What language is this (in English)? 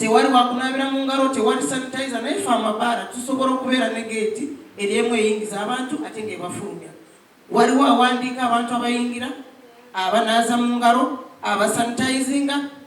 Ganda